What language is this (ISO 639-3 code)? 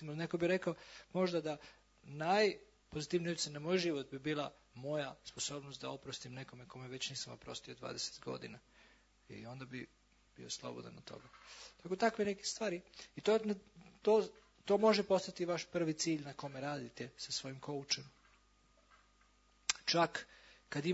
hrv